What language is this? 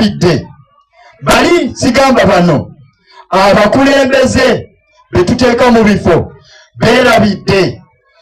Ganda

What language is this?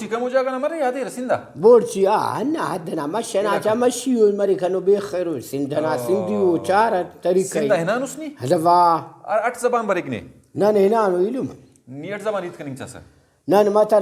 Brahui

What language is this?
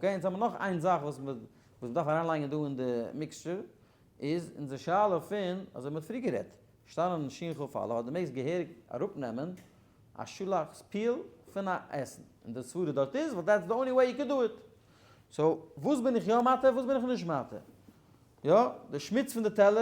Yiddish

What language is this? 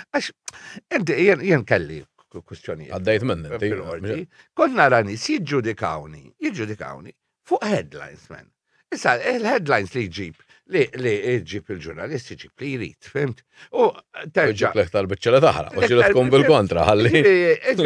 Maltese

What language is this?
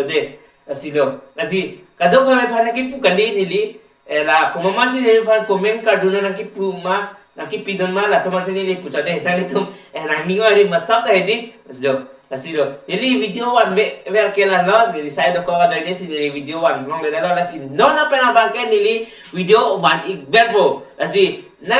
Karbi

